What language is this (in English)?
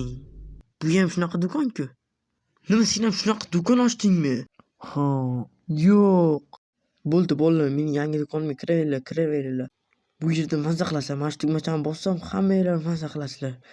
Uzbek